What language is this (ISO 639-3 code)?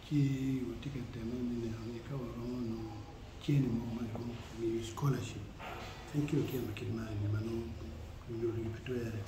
ach